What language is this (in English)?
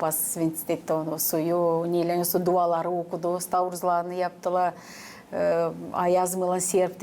Gagauz